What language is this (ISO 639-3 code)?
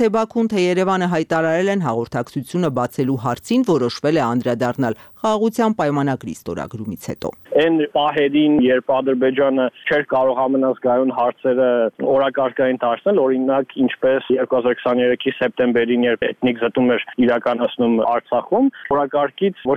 hye